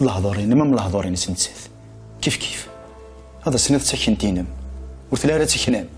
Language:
Kabyle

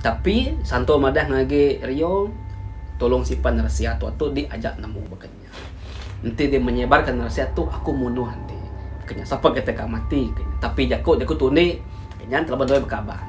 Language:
Iban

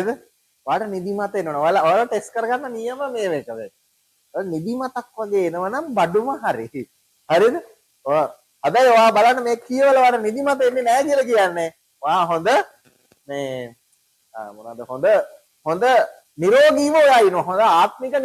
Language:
Sinhala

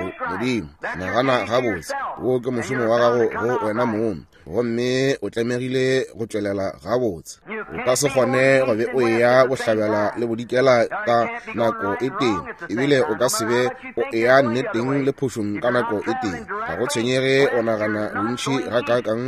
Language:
Northern Sotho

